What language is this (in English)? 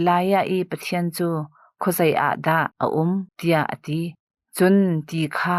Hakha Chin